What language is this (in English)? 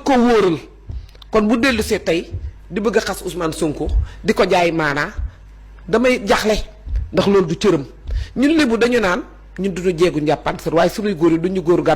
Wolof